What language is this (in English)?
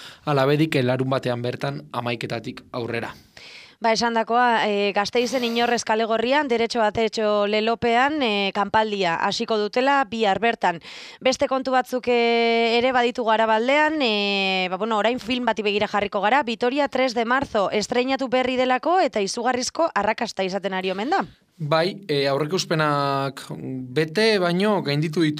Basque